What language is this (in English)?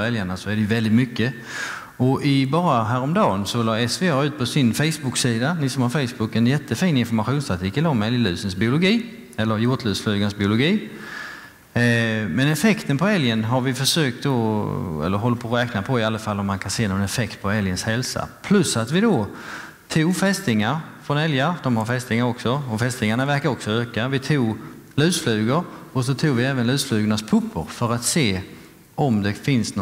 Swedish